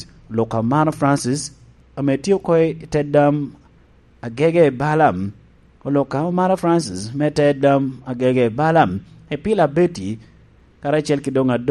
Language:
Lango (Uganda)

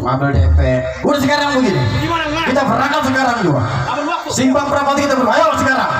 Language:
Betawi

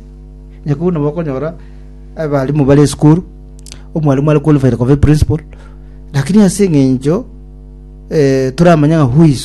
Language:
Gusii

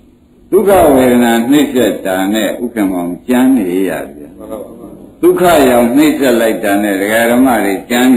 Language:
Burmese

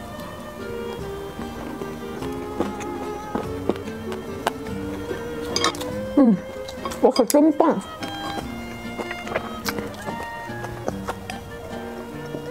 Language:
Chinese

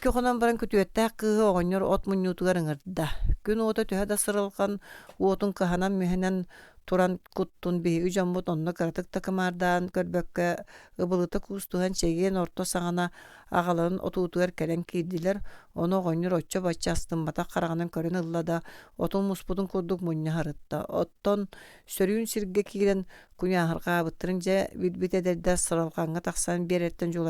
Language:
Yakut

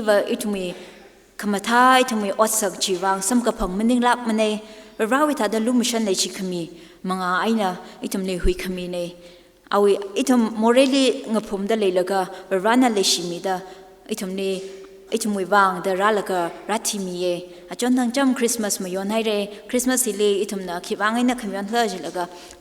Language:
Tangkhul Naga (India)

